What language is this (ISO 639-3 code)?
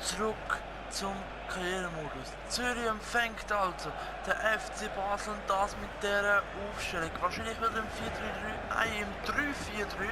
gsw